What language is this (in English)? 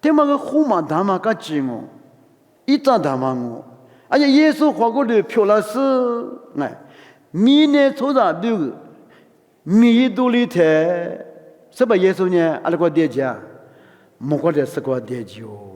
Lisu